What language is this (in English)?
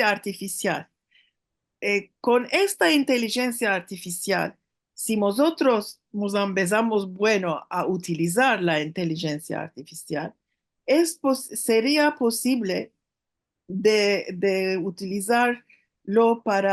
Ladino